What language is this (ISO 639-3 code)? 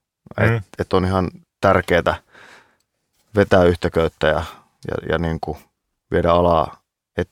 fin